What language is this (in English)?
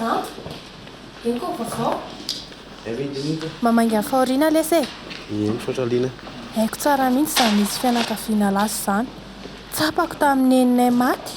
Malagasy